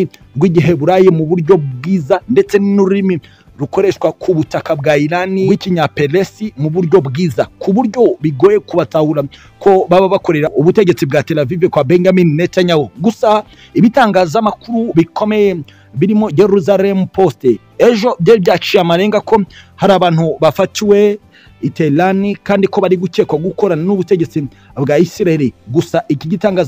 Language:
Kinyarwanda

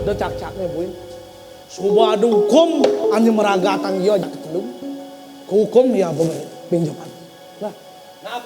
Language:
Balinese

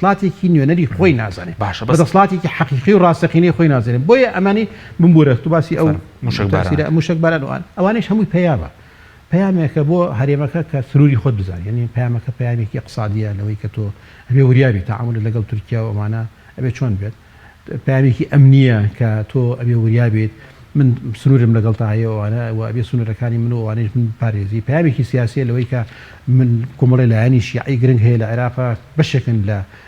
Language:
Central Kurdish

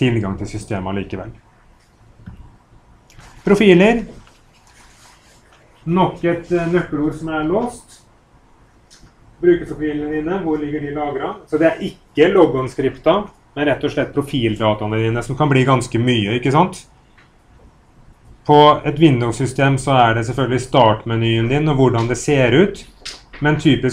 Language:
Norwegian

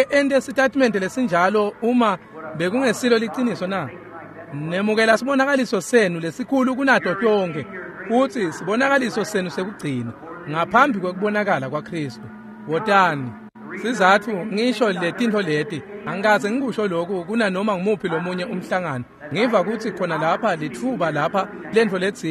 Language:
Swati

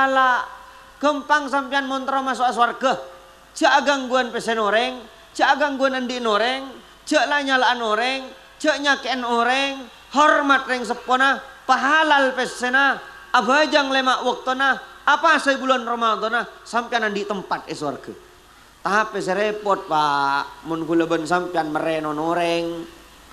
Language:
Madurese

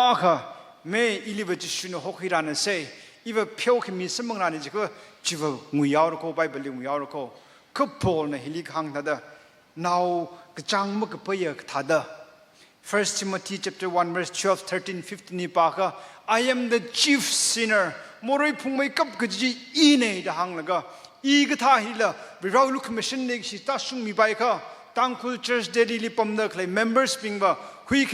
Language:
Tangkhul Naga (India)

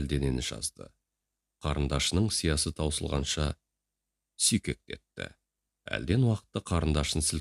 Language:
Kazakh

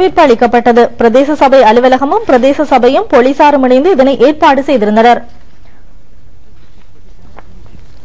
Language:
Tamil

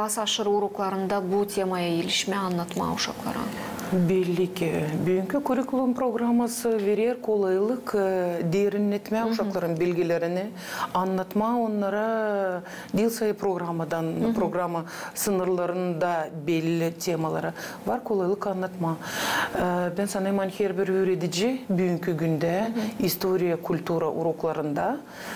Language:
Gagauz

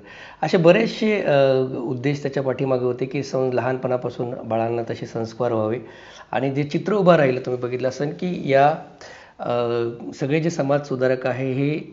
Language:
Marathi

